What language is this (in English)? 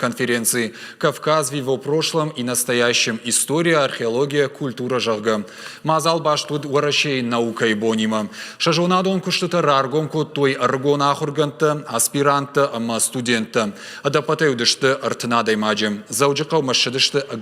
Ossetic